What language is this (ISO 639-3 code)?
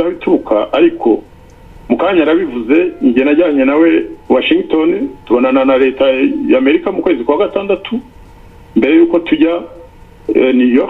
kin